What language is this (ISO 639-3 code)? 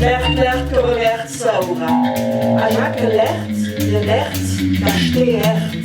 lld